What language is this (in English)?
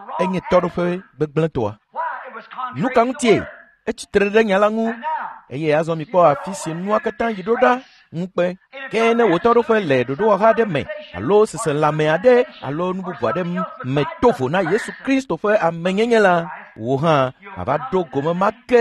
Ewe